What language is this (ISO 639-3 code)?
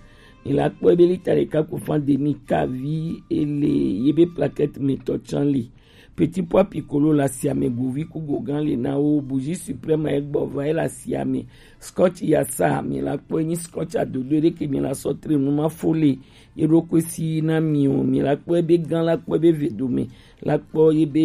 gej